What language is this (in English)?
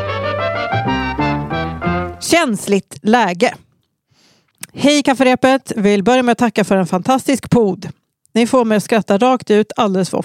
Swedish